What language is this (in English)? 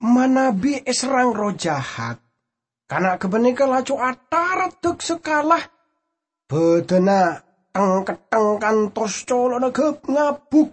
Madurese